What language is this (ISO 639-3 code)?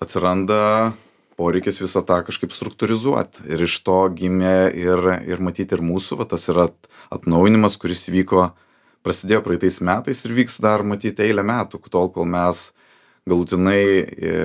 lit